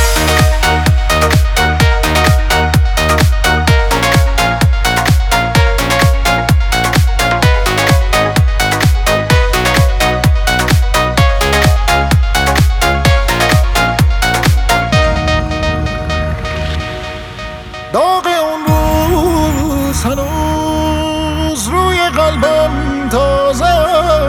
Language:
Persian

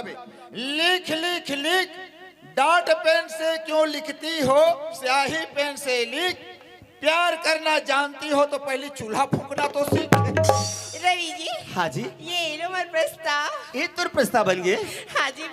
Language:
Chhattisgarhi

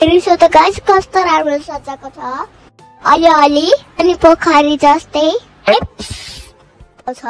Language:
Nepali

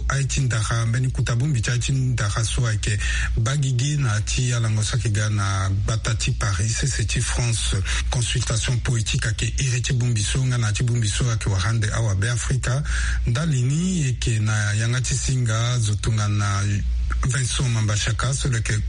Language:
Sango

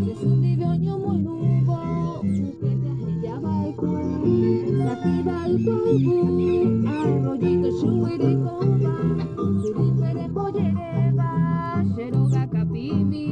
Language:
Guarani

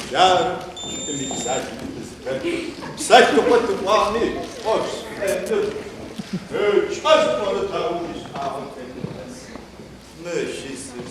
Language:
Adyghe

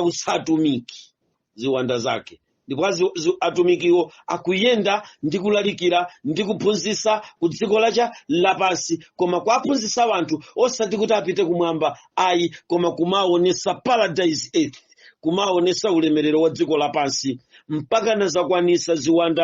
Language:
Nyanja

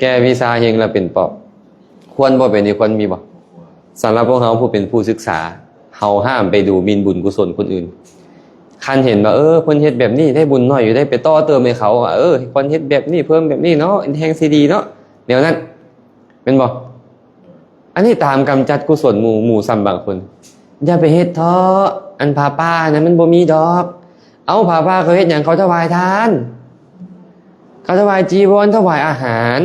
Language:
Lao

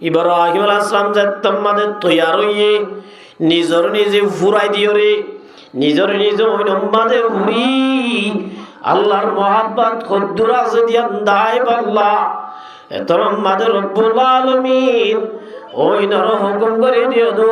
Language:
Rohingya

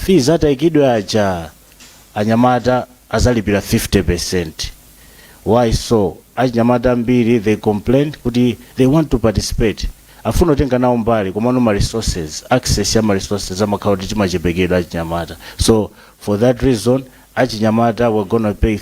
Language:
Nyanja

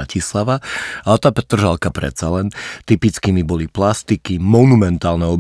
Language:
Slovak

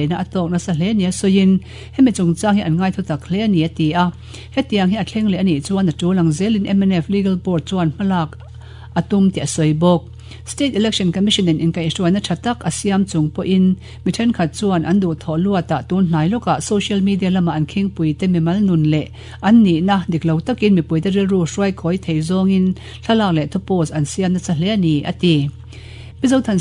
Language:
Mizo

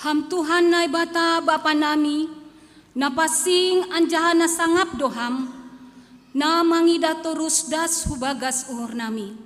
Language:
Batak Simalungun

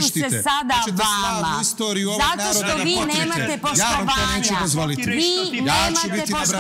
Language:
Serbian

